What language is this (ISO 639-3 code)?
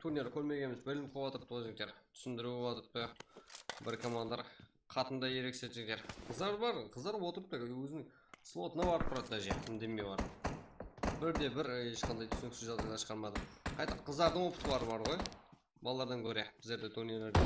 kaa